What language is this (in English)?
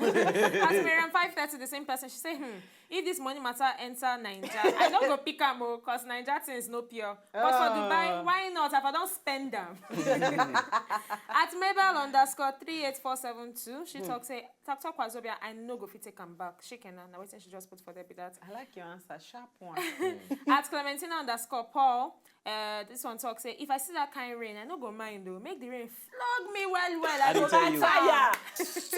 Nigerian Pidgin